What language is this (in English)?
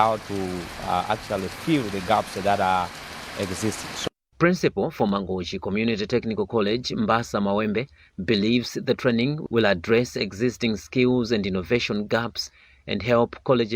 English